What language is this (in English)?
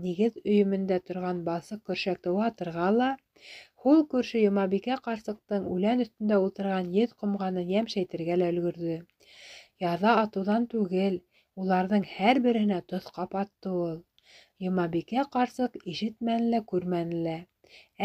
Bashkir